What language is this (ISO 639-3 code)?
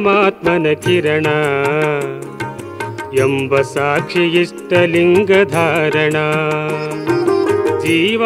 kan